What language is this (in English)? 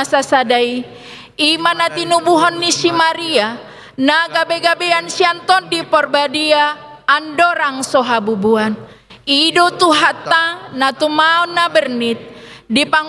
Batak Toba